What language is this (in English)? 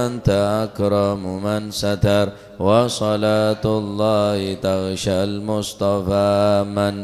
Madurese